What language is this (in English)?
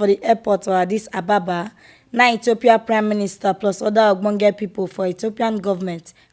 Nigerian Pidgin